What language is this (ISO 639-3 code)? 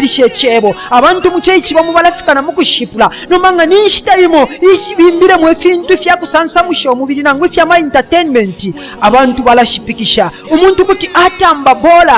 bem